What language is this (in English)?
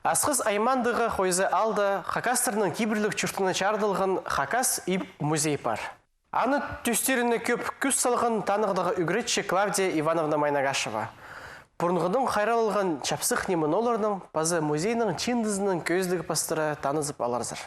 Khakas